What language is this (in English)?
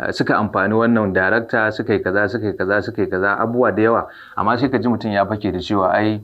Hausa